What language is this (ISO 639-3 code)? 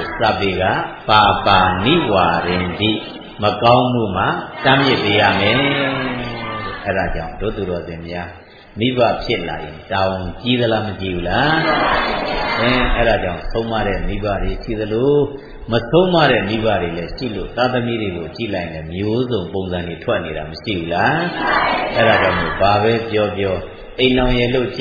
mya